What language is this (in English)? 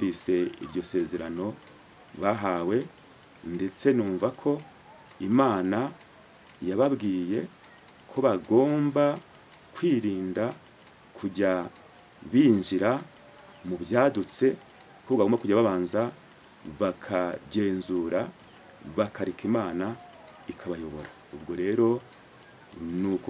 Kinyarwanda